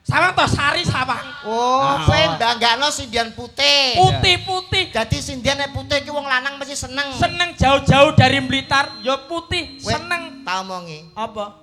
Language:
Javanese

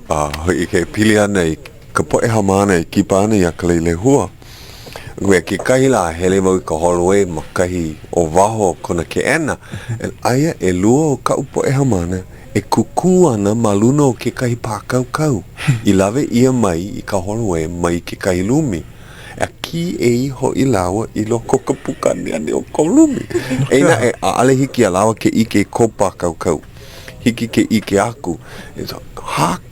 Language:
Hawaiian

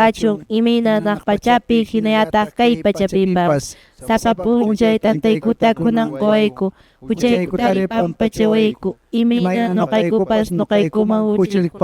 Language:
Quechua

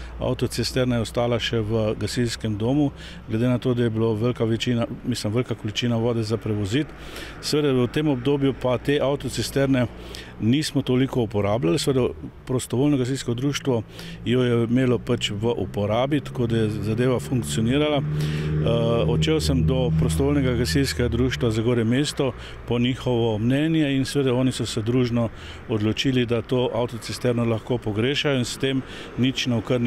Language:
Slovenian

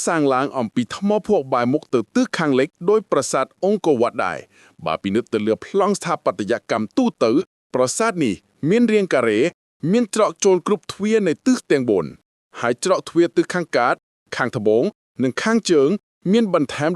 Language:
Khmer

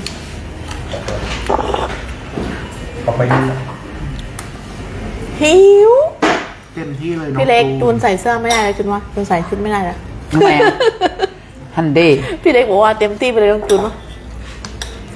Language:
Thai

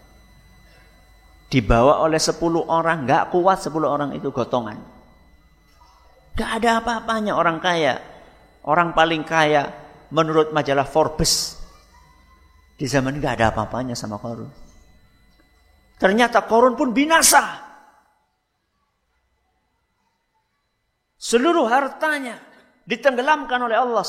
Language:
Indonesian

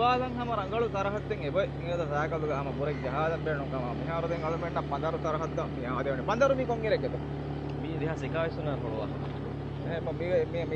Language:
Divehi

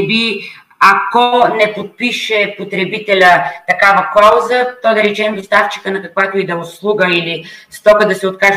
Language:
Bulgarian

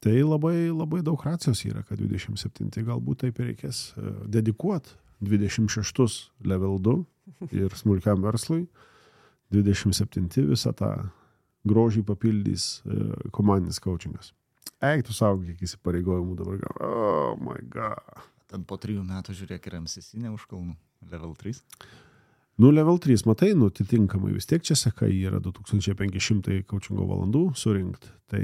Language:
Lithuanian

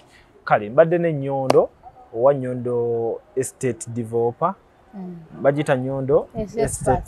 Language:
Ganda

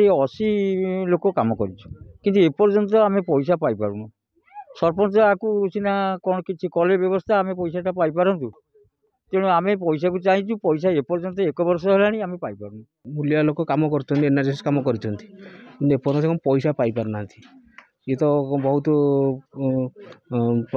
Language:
Odia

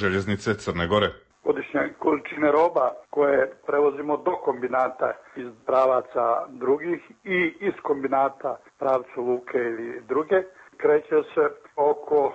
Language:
Serbian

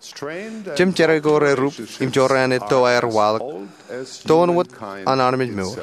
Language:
Marshallese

